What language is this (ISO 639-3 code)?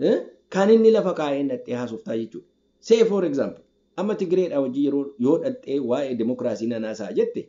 orm